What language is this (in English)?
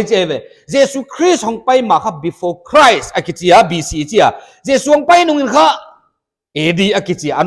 Paite Chin